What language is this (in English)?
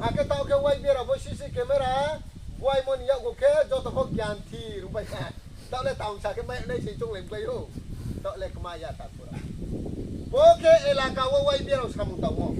Riang (India)